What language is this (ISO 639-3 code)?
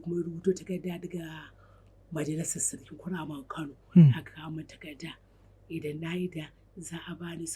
hau